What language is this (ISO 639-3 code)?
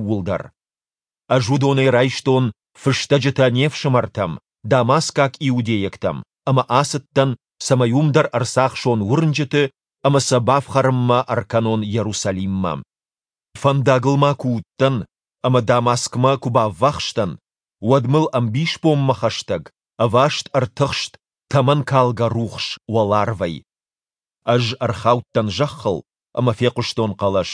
oss